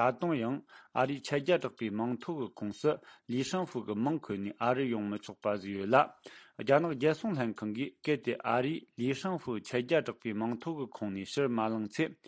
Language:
Tibetan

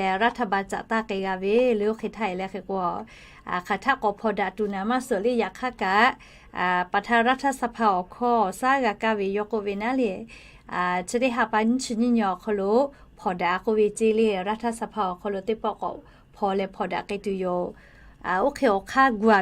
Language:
Lahu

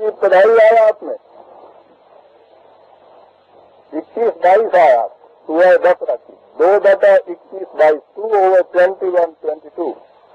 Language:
Urdu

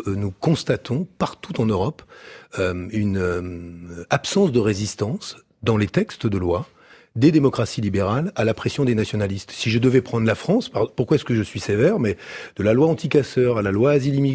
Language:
French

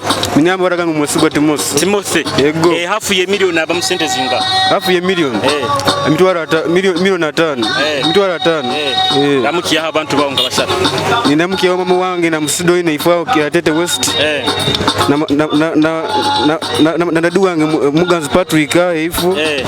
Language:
Nyoro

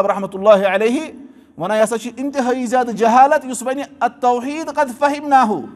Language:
Kashmiri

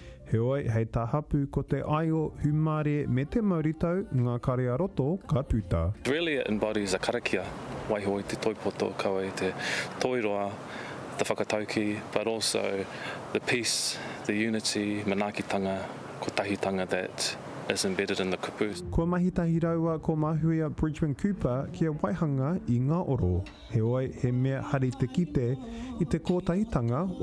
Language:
Māori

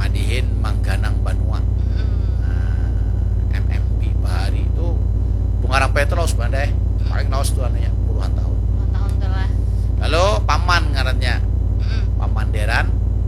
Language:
Banjar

